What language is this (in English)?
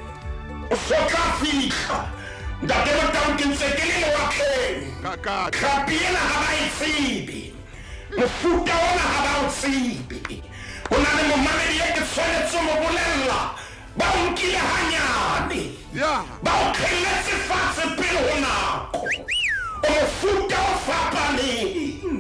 Southern Sotho